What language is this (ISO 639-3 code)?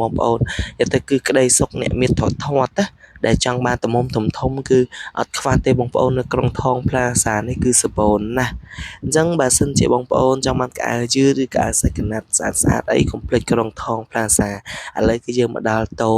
khm